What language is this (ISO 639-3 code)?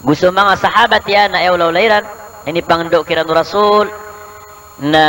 mrw